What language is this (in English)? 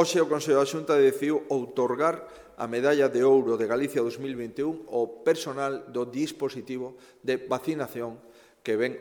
Galician